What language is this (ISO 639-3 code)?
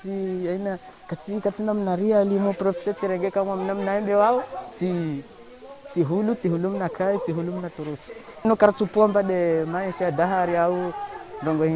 zdj